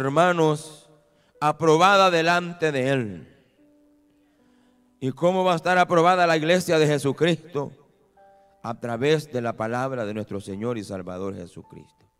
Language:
Spanish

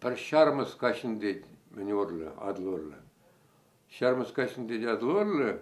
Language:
Chuvash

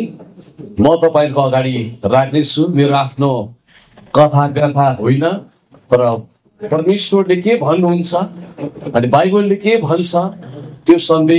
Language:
Nepali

